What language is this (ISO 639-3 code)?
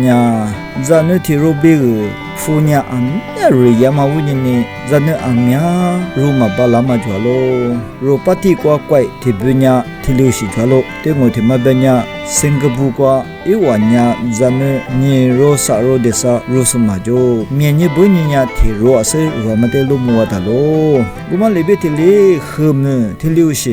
lis